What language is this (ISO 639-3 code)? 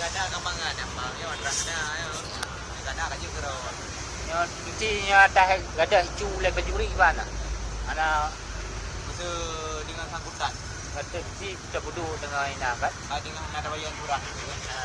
ace